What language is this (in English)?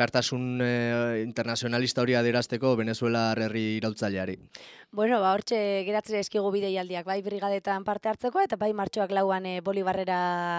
Basque